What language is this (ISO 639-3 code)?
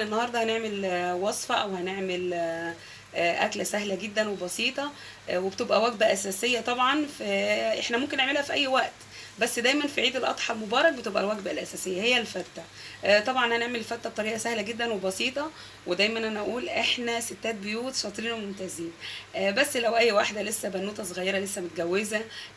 arz